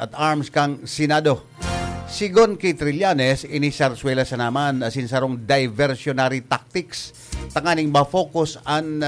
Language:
Bikol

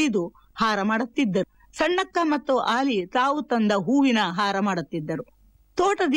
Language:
Kannada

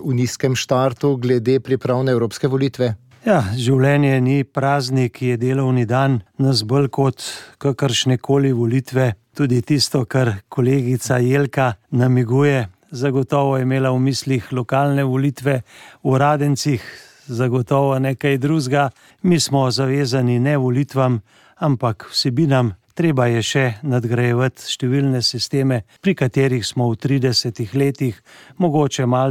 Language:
Slovenian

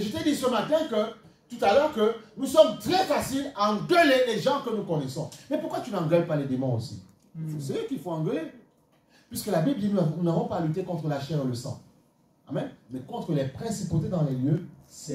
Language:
French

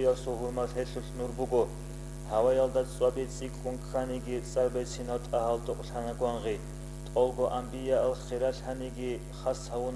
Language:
Avaric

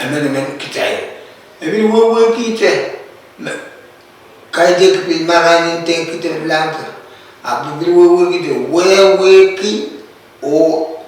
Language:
Pohnpeian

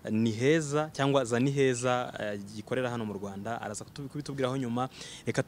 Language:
Kinyarwanda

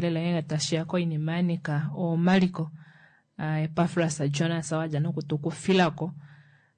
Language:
Kuanyama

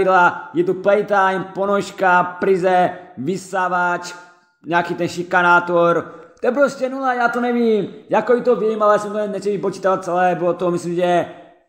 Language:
Czech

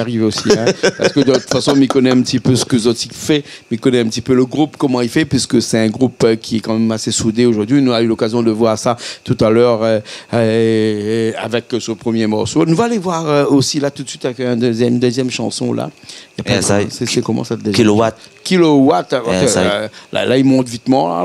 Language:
Réunion Creole French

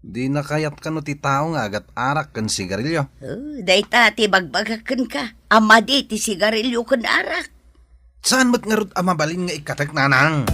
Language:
Iloko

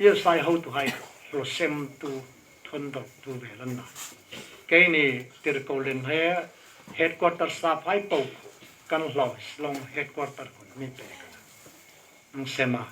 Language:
Hmar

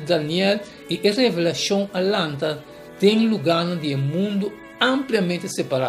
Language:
Papiamento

